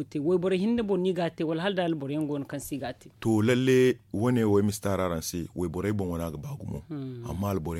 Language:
Zarma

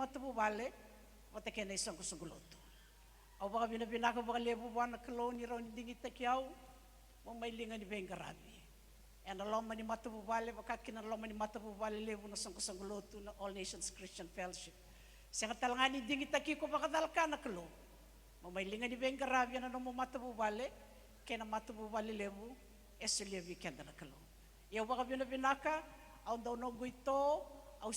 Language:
Fijian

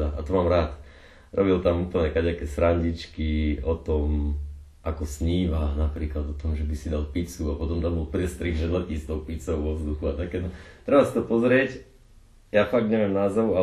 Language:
Slovak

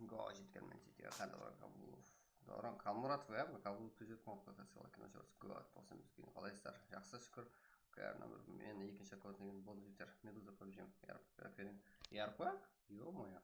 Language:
Kara-Kalpak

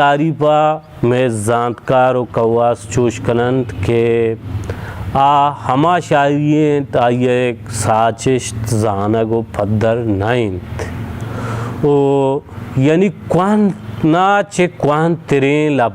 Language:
Baluchi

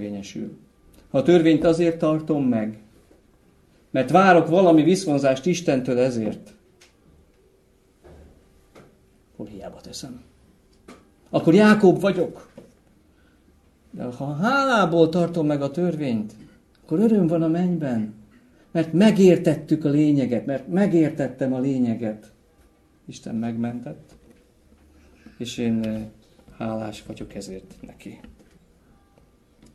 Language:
Hungarian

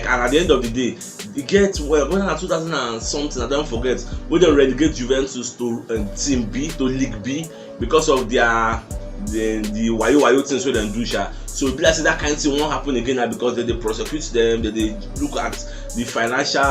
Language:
Nigerian Pidgin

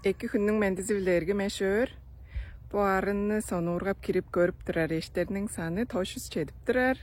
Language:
Tuvinian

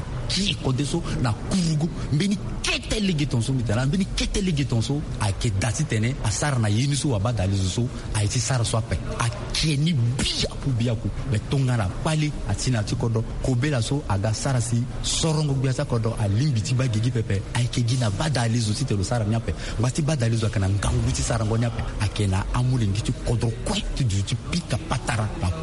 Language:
Sango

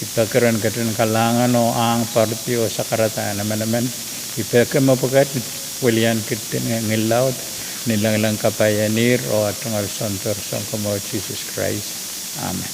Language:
Pohnpeian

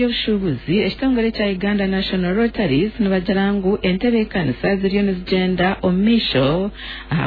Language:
Nyankole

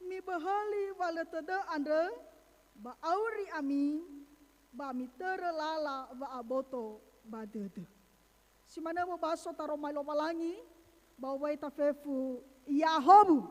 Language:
Nias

